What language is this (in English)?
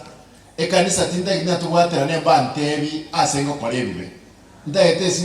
Gusii